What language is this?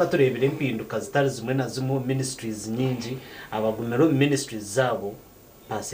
Nyankole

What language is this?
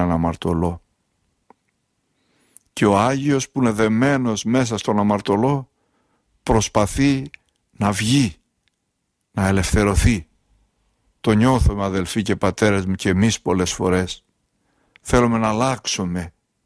Greek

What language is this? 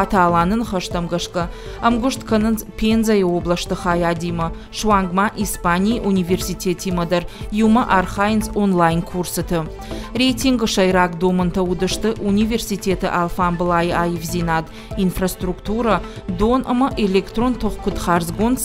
Ossetic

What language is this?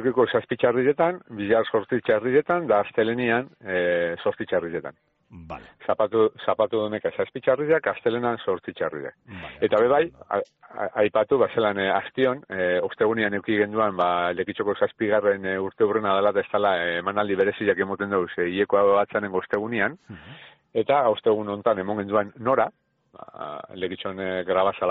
Basque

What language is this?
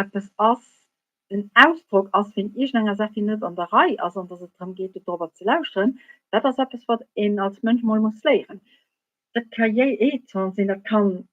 Luxembourgish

